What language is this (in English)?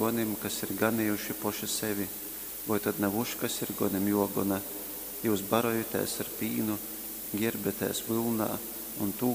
Latgalian